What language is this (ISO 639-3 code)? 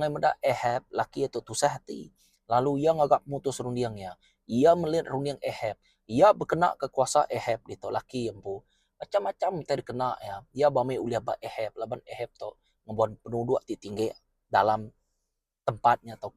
iba